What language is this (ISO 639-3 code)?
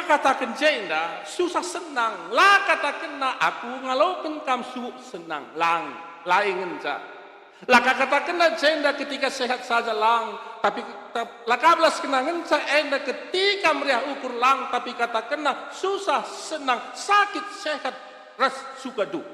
btx